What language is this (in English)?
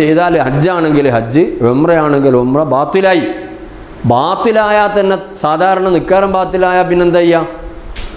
Malayalam